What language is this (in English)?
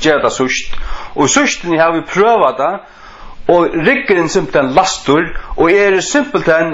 Faroese